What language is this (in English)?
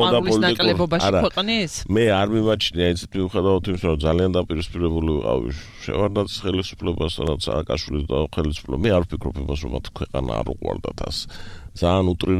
Georgian